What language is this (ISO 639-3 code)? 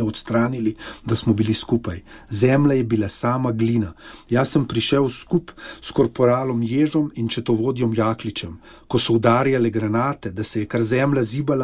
slv